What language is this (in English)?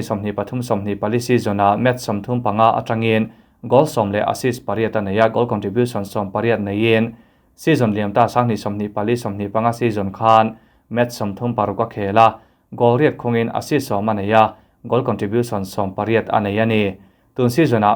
Mizo